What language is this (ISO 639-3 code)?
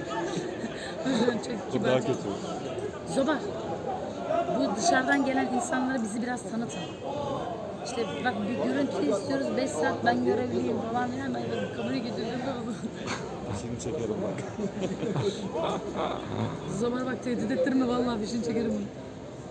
tur